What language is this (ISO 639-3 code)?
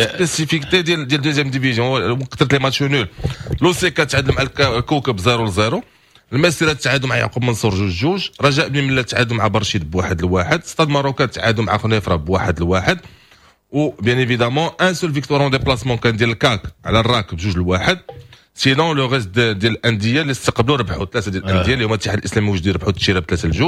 ary